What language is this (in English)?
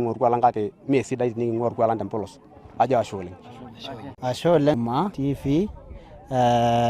Masai